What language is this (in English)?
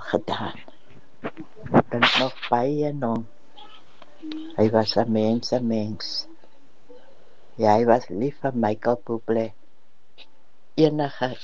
Afrikaans